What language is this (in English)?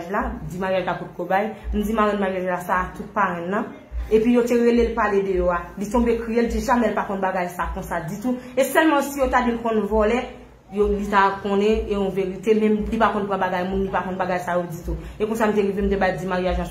Haitian Creole